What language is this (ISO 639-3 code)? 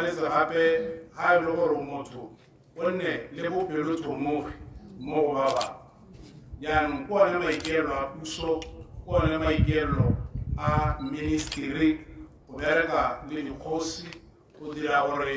tsn